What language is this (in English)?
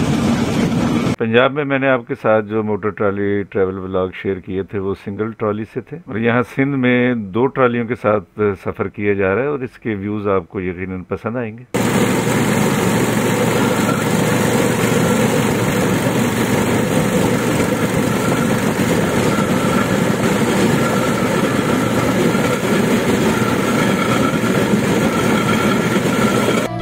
Hindi